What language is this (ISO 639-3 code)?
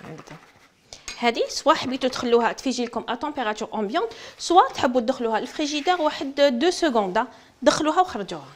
arq